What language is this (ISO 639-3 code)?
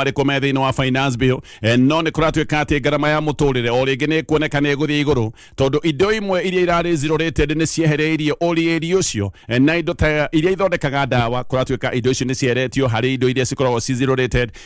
kik